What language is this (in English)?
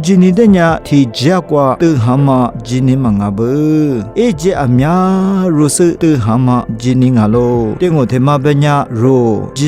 Lisu